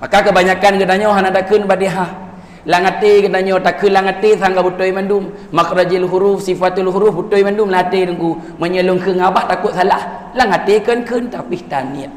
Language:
Achinese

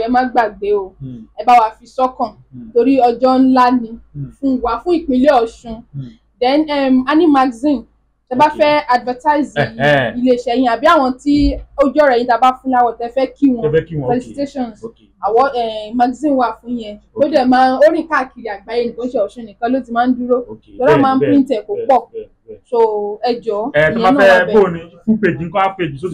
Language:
Yoruba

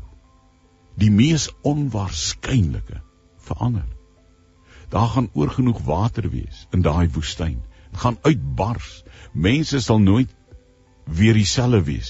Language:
Afrikaans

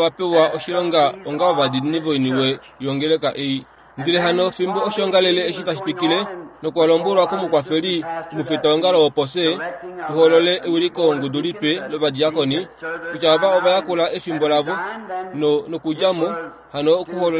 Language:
Kuanyama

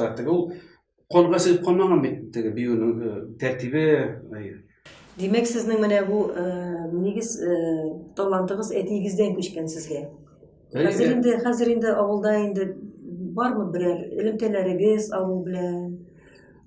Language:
Tatar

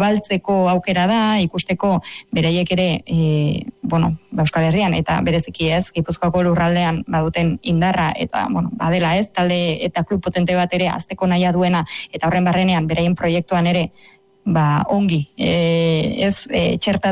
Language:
Basque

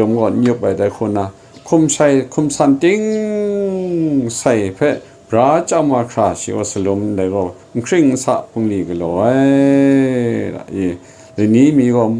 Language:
Kachin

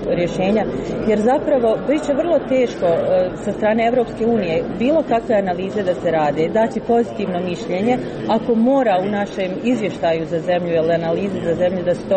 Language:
Croatian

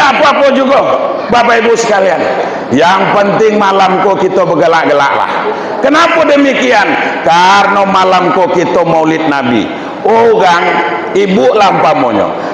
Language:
Minangkabau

